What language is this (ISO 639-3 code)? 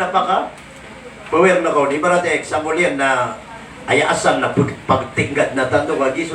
mrw